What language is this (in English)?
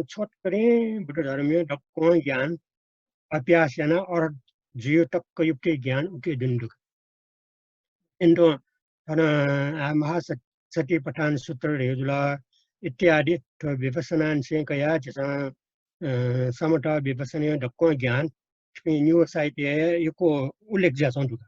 Newari